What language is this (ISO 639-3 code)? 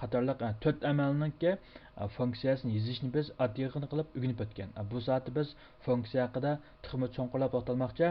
uig